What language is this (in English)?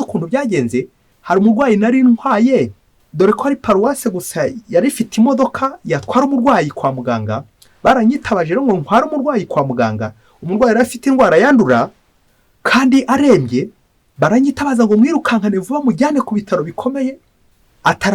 Kinyarwanda